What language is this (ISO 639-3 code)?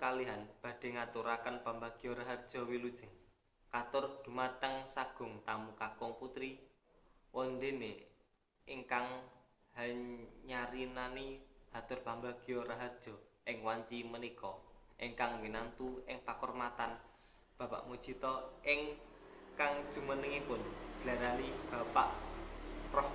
jav